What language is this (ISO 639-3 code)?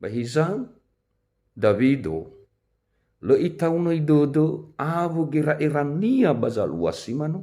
nia